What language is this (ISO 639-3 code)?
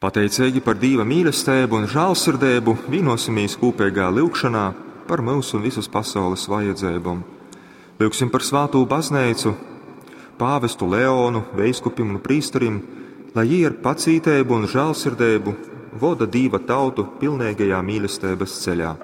ltg